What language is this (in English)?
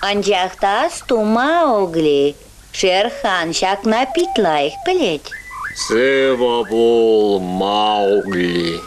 Chuvash